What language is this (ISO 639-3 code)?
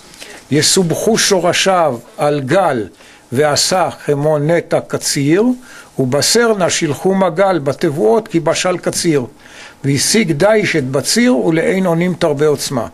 heb